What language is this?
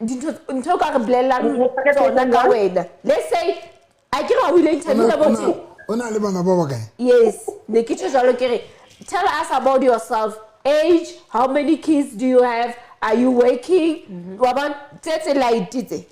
Southern Sotho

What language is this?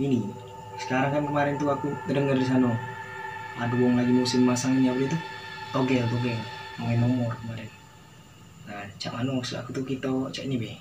Musi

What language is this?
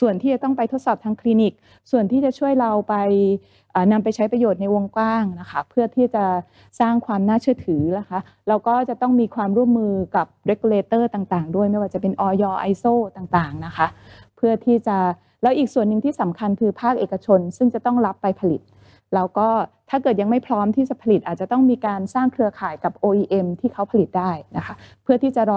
Thai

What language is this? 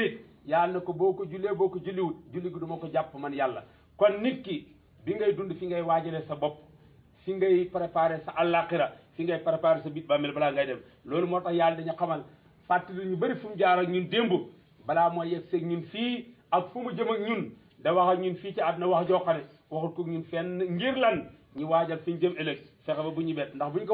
Wolof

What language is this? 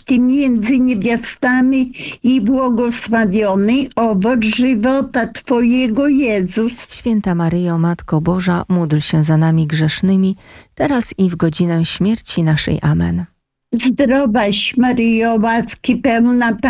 Polish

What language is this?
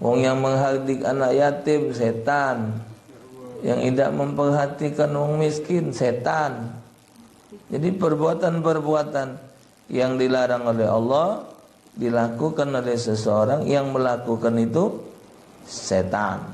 Musi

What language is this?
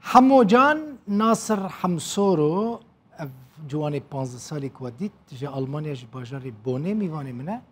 Kurdish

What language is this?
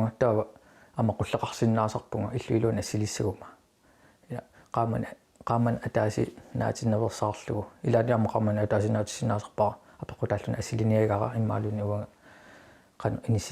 Kalaallisut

